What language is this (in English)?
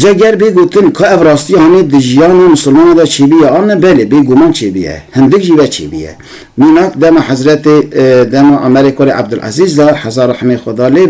Kurdish